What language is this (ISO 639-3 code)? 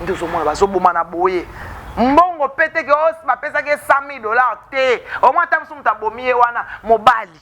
lin